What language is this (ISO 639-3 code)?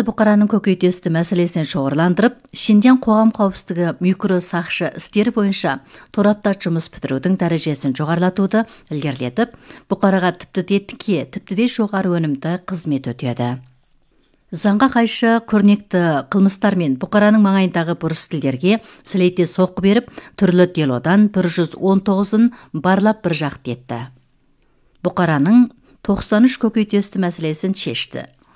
kaz